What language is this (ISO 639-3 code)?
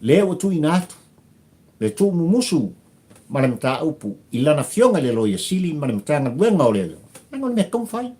smo